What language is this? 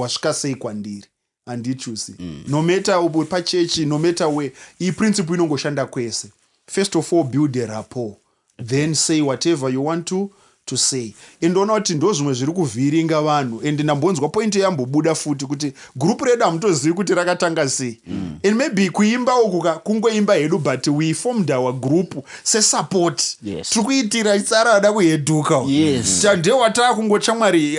Shona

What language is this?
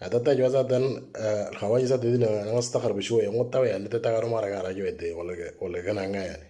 Moro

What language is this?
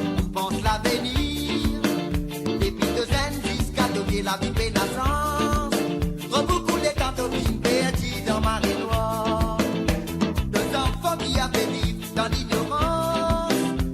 Morisyen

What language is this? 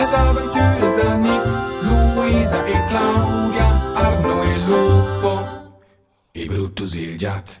Romansh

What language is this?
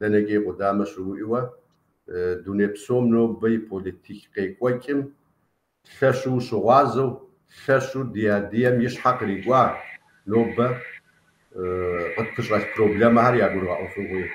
Kabardian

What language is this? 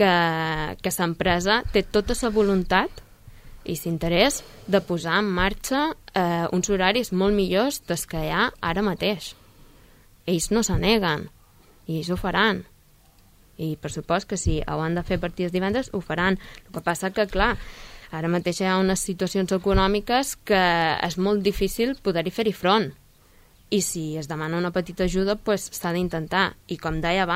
Catalan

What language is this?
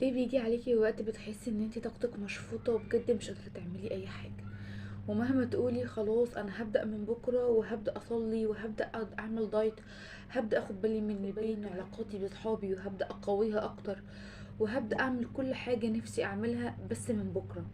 Egyptian Arabic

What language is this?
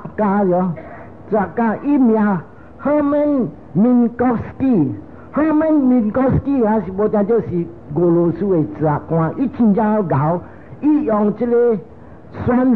Min Nan Chinese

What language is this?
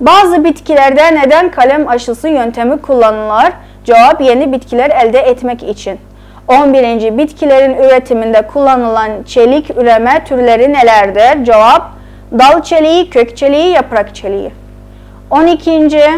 South Azerbaijani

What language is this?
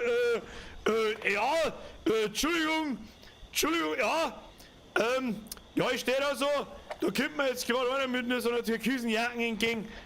Bavarian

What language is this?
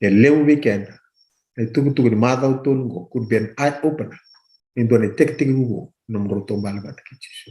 Fijian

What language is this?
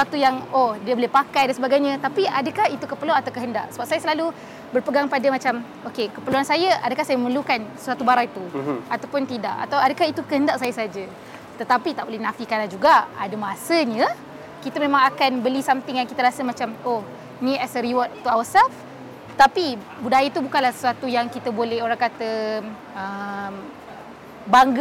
Malay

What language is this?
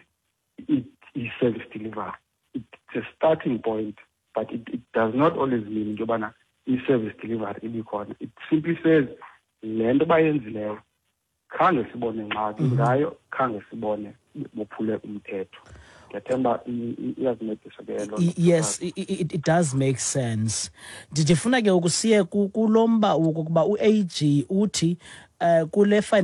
Xhosa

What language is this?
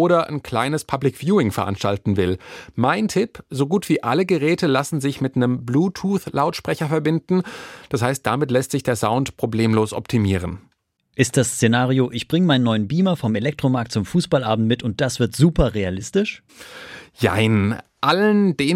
German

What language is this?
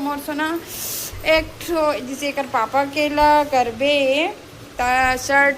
Chhattisgarhi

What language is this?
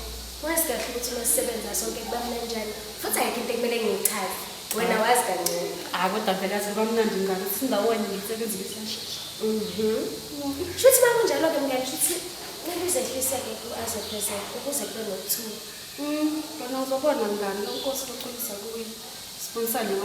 Zulu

